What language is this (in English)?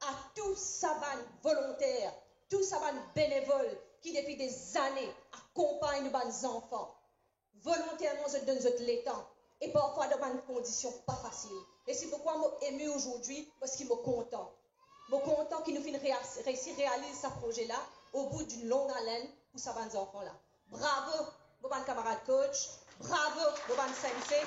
Morisyen